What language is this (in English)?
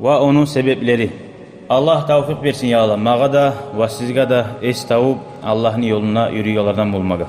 Kumyk